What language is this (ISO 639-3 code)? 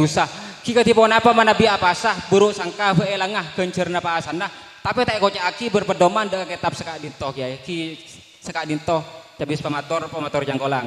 mad